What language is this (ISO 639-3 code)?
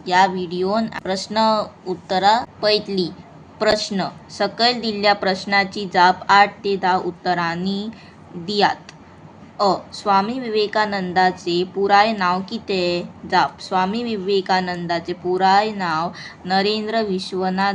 kok